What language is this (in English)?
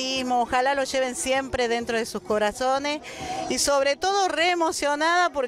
Spanish